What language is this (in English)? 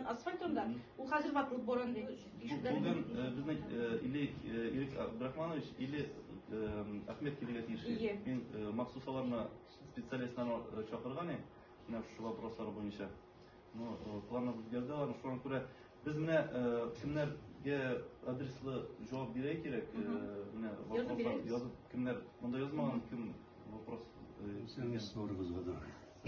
Tatar